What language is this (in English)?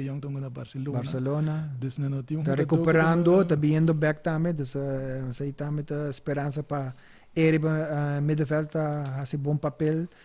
Papiamento